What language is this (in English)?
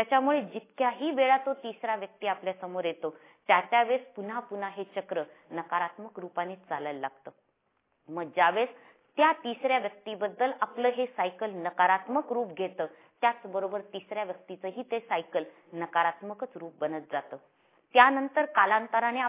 Marathi